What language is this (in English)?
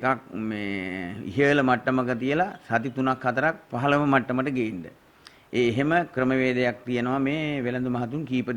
Sinhala